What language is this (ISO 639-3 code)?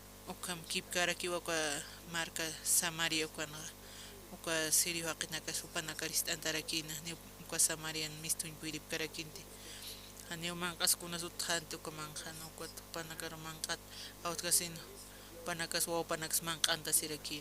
aym